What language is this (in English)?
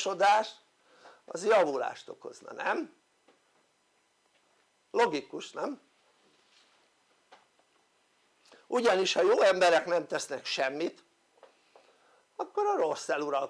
Hungarian